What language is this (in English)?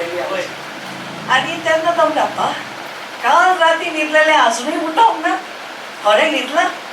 Konkani